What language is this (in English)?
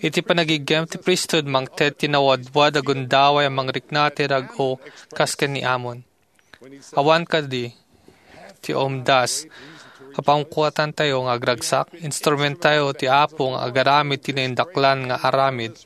Iloko